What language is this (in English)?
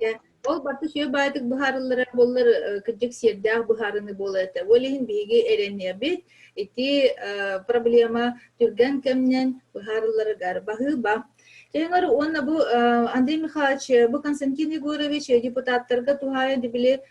Yakut